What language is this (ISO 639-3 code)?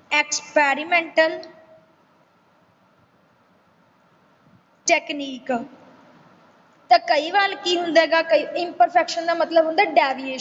pan